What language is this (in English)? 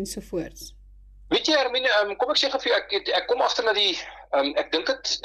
Afrikaans